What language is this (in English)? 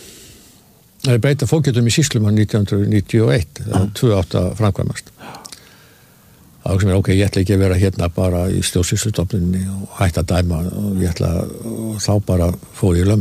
Icelandic